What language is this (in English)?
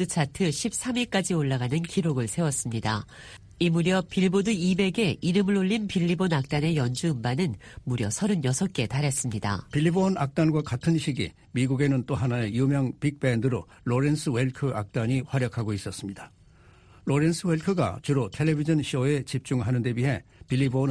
Korean